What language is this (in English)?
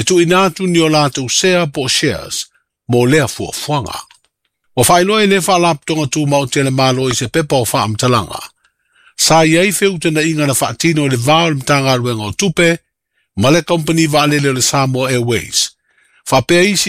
Samoan